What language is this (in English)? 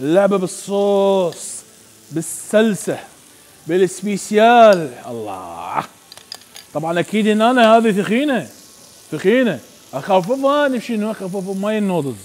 Mesopotamian Arabic